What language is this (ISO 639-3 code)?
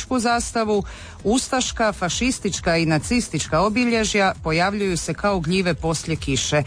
hrv